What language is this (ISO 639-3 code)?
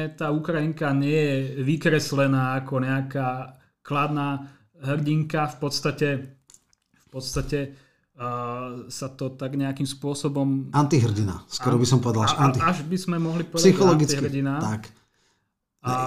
slk